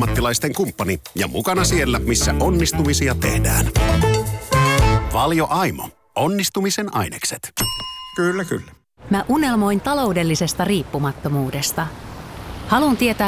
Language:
Finnish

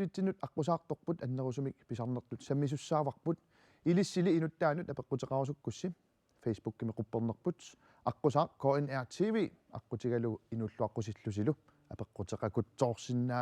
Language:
Kalaallisut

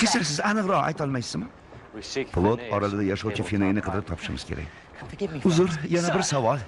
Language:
Uzbek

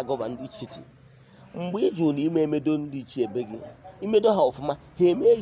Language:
Igbo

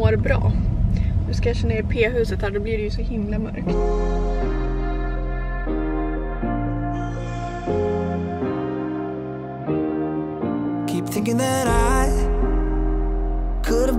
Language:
Swedish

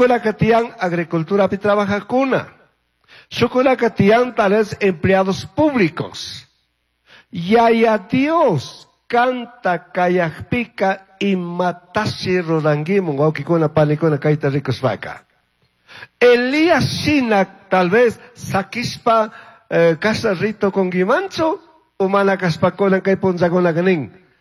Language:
Chimborazo Highland Quichua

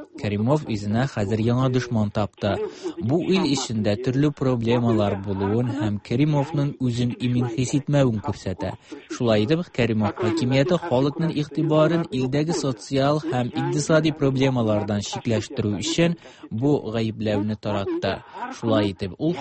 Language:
Tatar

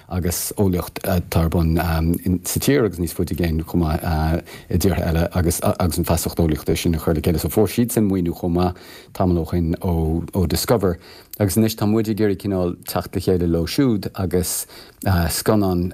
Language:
Irish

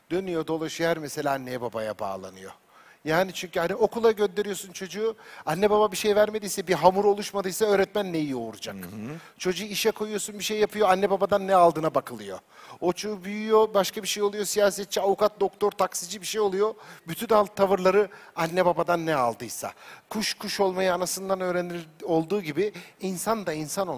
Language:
Turkish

